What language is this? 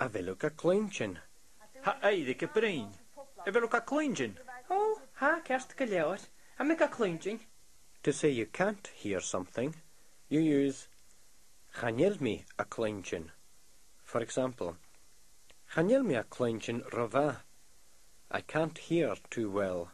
Scottish Gaelic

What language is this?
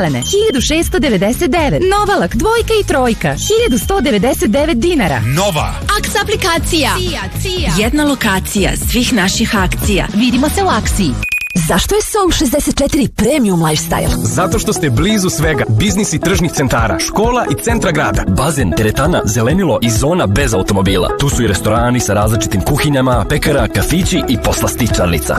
Serbian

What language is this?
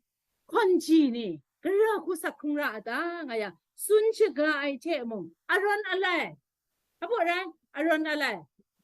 Kachin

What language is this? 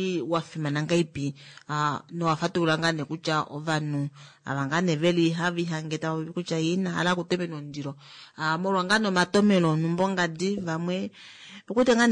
Kuanyama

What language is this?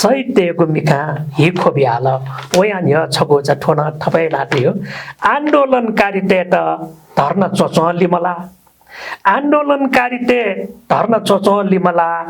Newari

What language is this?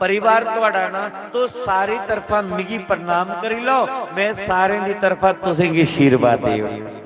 Dogri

